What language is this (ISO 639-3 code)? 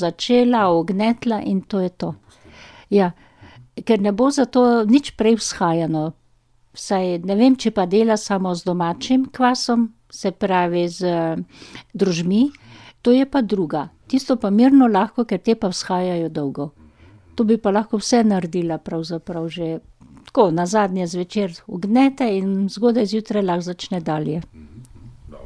slv